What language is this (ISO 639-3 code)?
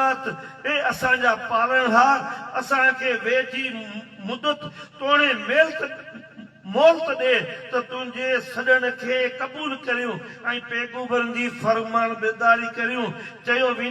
snd